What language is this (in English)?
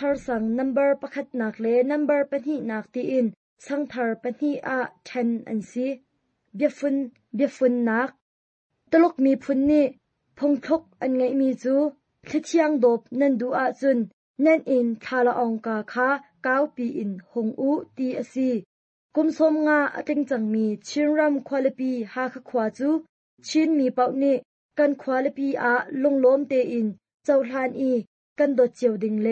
Hakha Chin